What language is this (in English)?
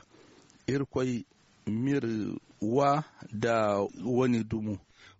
Zarma